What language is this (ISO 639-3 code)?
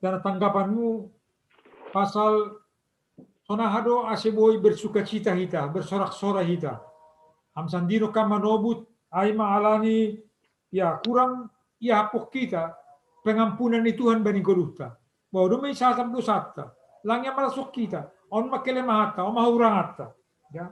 bts